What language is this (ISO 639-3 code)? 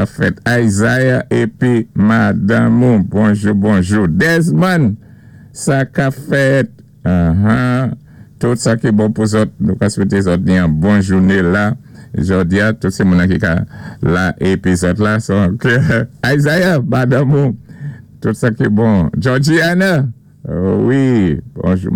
acf